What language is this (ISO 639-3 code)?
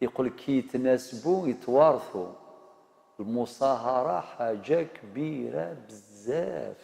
arq